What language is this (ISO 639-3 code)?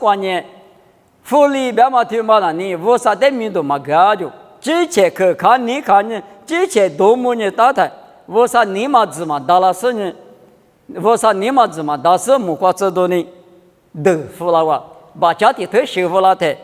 lis